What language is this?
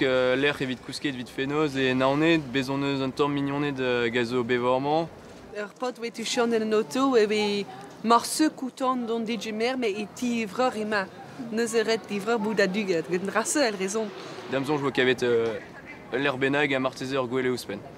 Breton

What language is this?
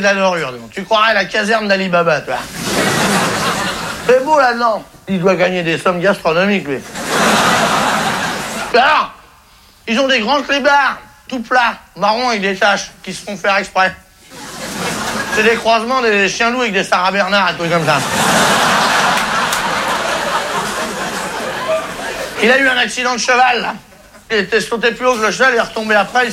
French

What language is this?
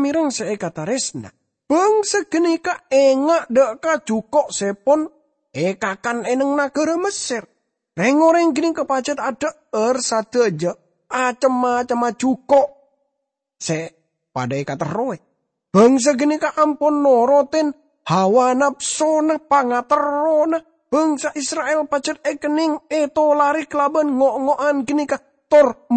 Madurese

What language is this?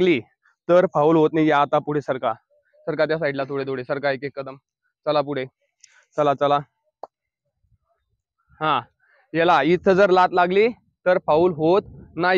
Marathi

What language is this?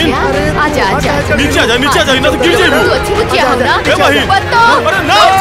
Bhojpuri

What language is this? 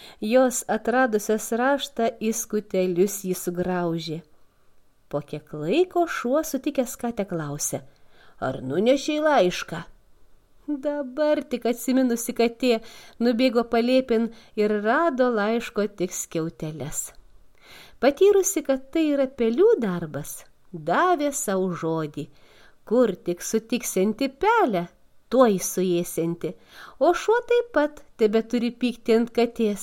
Lithuanian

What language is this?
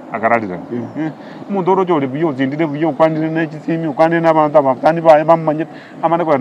Gusii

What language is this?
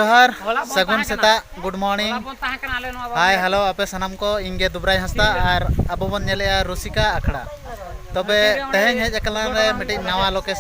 Santali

